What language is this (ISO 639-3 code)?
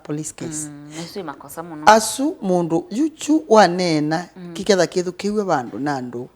kam